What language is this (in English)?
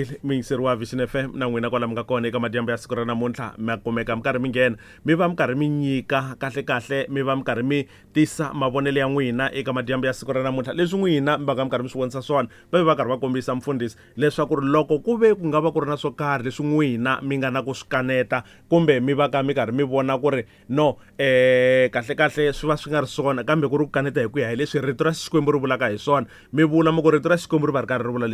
Tsonga